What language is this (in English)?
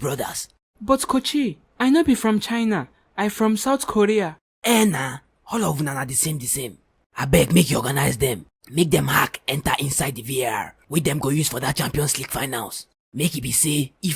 Nigerian Pidgin